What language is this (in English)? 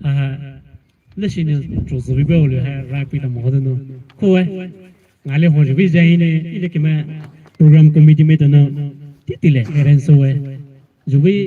Poumei Naga